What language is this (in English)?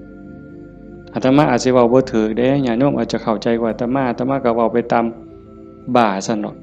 Northeastern Thai